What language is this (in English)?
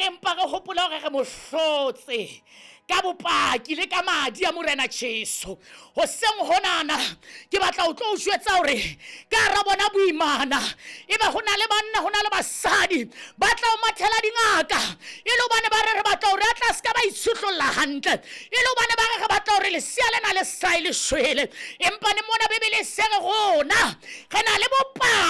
Southern Sotho